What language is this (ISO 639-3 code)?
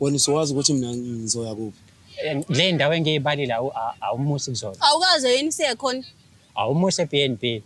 zul